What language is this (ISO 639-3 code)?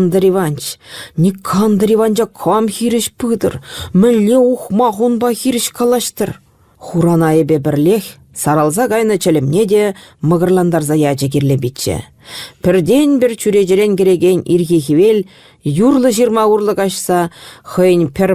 chv